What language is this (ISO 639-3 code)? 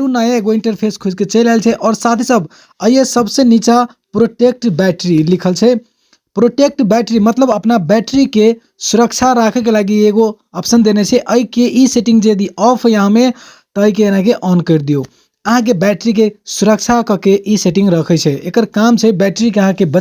mai